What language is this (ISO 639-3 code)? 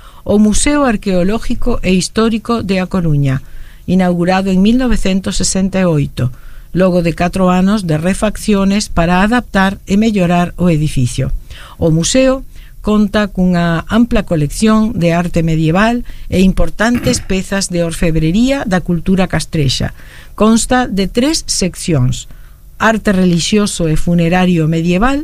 glg